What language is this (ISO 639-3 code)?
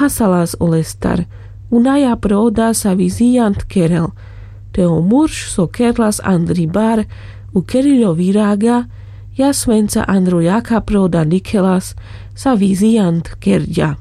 rmc